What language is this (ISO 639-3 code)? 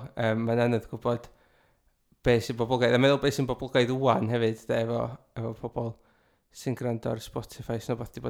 cym